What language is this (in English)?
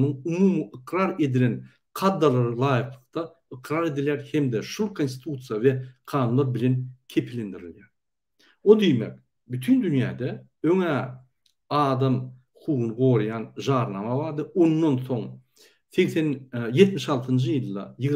Turkmen